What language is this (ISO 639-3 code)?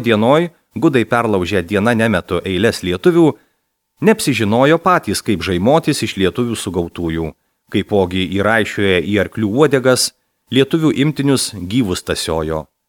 lit